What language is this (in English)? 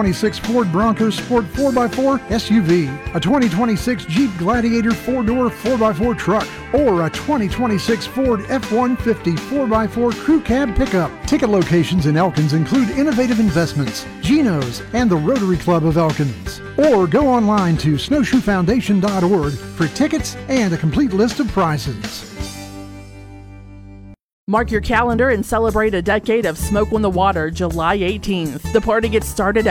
English